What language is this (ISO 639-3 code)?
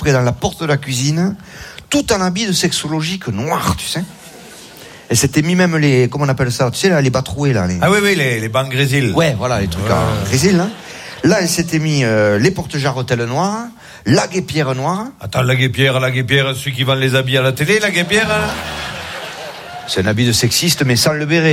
fra